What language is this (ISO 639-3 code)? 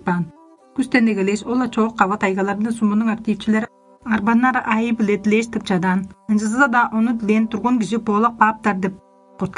tyv